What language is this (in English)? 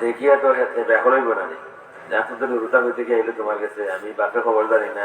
Sylheti